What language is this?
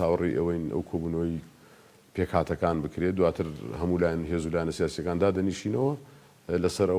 Central Kurdish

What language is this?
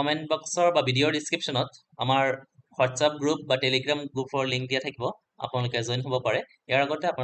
Assamese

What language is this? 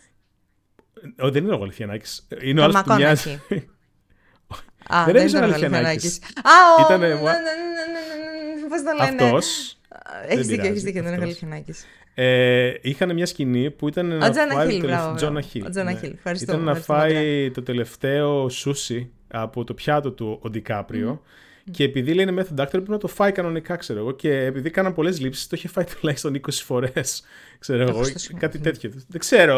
Greek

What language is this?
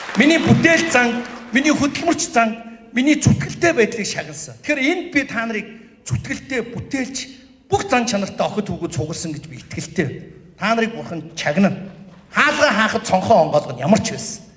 Mongolian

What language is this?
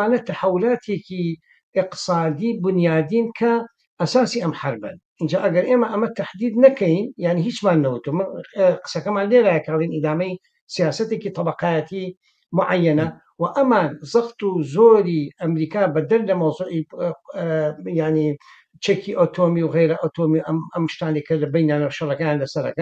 Central Kurdish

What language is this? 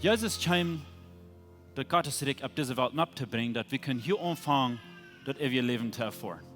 Plautdietsch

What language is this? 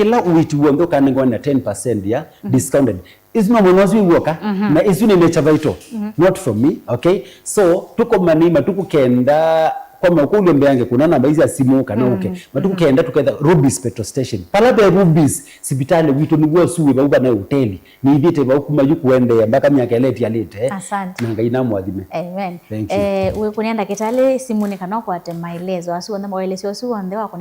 Kamba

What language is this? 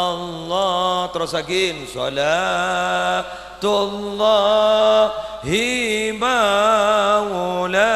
Madurese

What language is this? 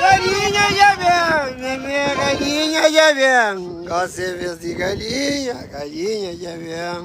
Kabuverdianu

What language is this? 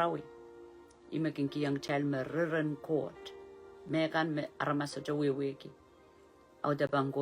Pohnpeian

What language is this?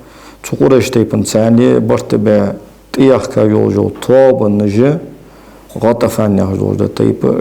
Ingush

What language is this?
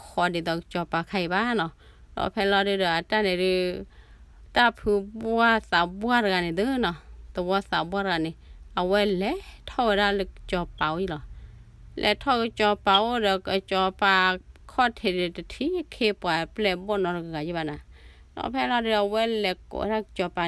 S'gaw Karen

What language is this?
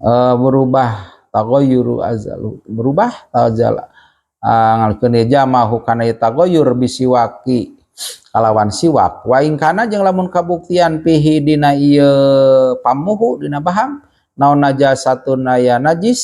Sundanese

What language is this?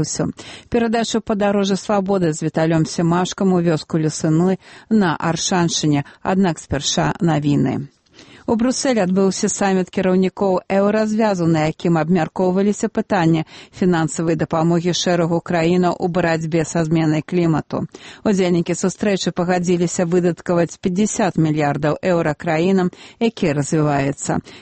Belarusian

